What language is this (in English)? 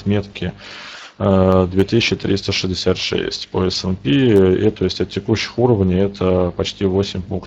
Russian